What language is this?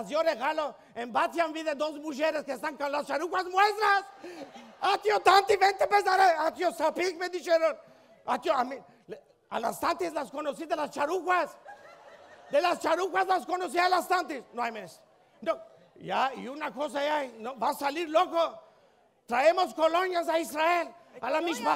Ladino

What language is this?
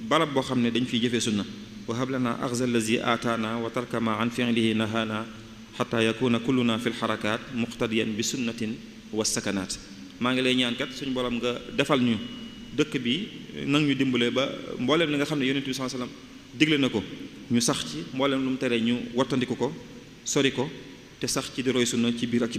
Wolof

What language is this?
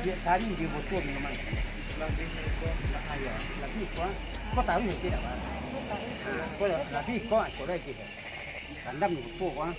Minangkabau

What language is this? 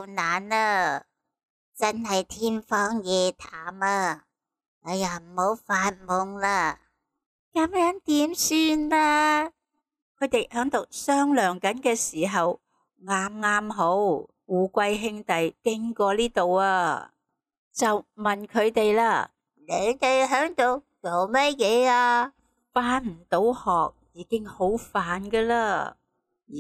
Cantonese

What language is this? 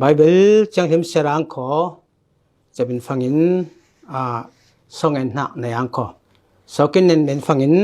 Falam Chin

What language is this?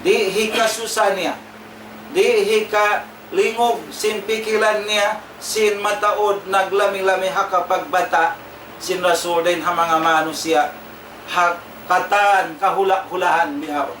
Tausug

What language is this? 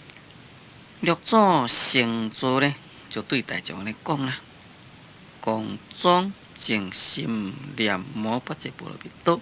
Min Nan Chinese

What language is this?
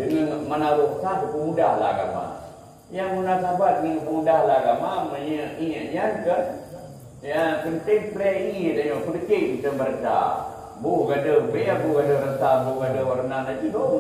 Achinese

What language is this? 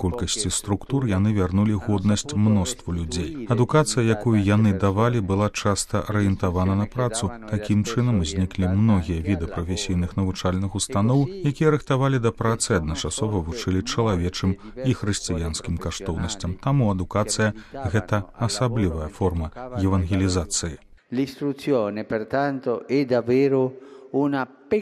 Belarusian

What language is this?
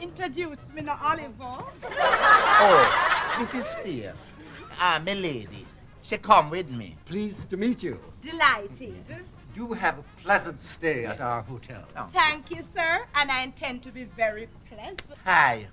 Jamaican Creole English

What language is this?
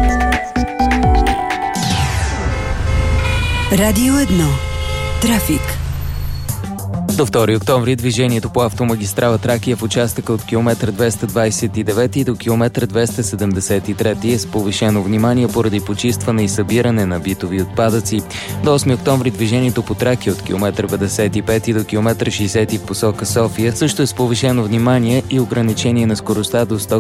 Bulgarian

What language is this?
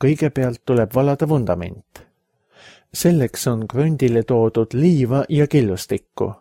Estonian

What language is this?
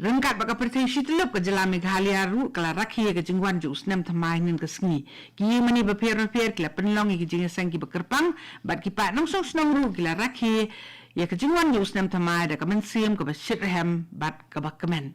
Khasi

